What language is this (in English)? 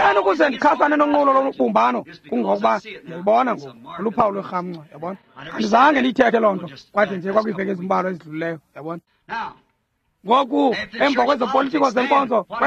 Xhosa